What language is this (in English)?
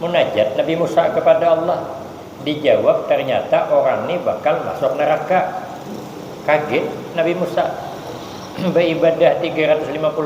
Banjar